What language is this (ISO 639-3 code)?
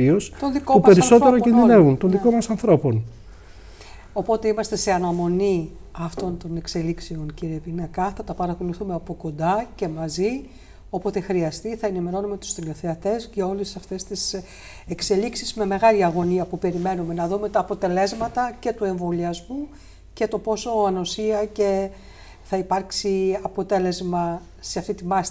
ell